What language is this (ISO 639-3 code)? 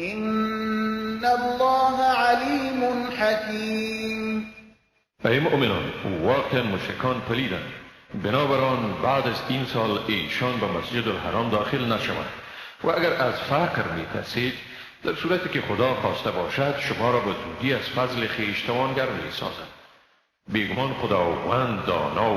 fas